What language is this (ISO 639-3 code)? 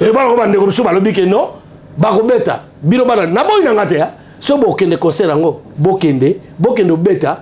lin